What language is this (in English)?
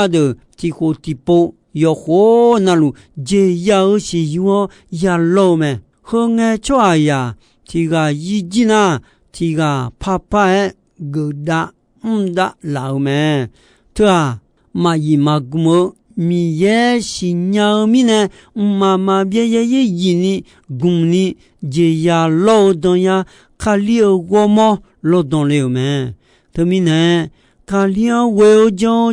Akha